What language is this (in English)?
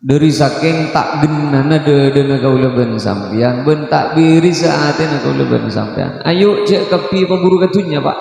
Madurese